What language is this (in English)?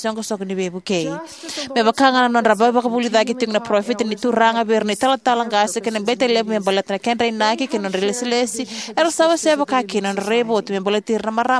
Fijian